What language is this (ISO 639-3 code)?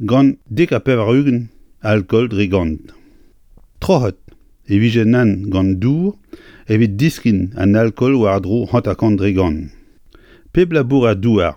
bre